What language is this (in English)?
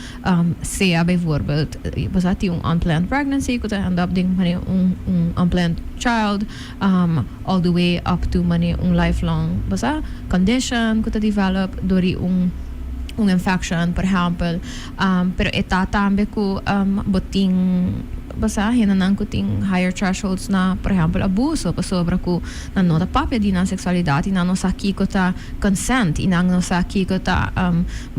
Papiamento